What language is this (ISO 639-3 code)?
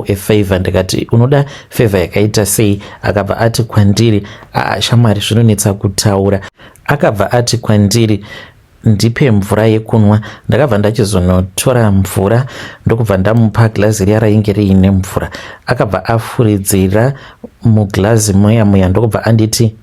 sna